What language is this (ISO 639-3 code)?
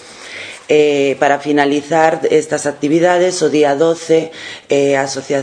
glg